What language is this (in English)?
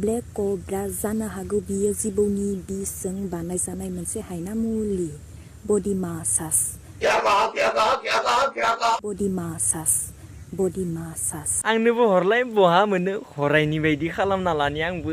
Bodo